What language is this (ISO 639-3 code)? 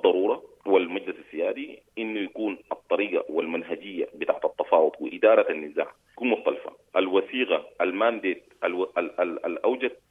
apd